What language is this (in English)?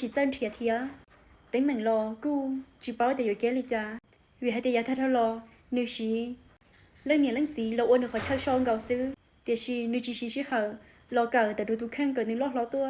Hmong